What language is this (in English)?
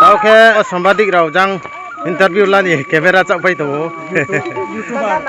Riang (India)